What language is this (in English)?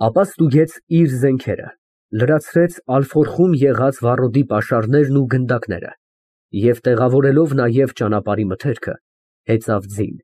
Armenian